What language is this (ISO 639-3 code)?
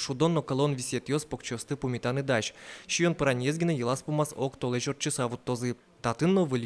udm